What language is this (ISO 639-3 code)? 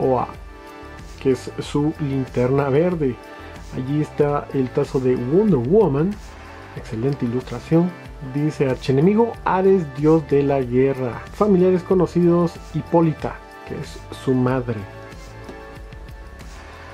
spa